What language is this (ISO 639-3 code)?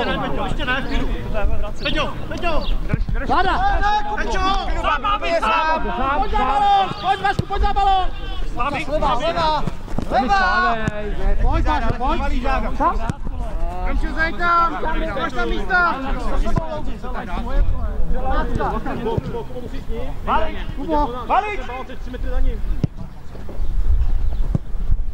ces